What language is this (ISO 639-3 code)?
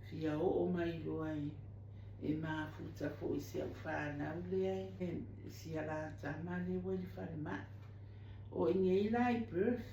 smo